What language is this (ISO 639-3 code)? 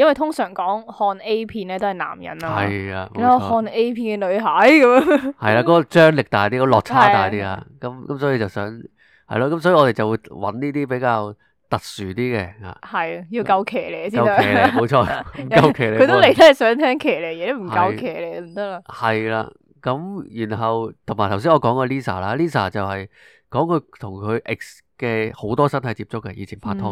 yue